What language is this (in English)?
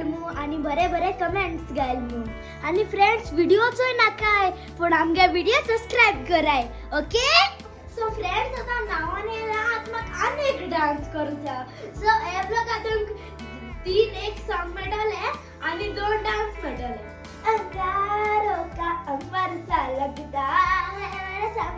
Konkani